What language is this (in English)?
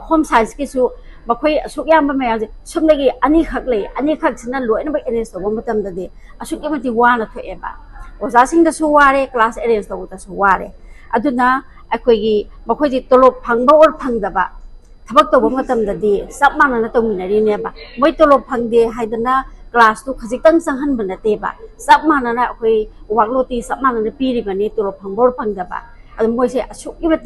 Manipuri